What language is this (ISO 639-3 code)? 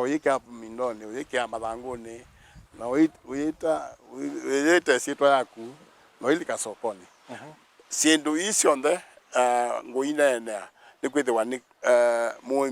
kam